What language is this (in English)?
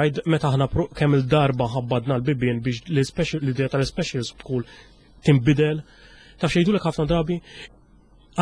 Maltese